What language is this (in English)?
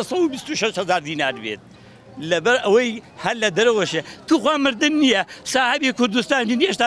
Central Kurdish